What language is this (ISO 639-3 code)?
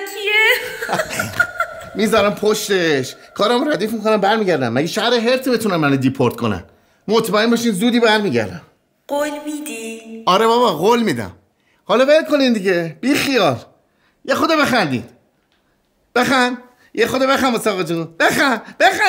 fas